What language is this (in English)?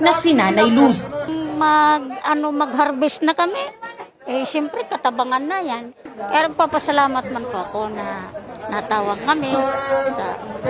Bikol